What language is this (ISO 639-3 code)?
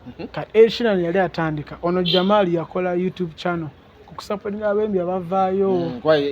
lug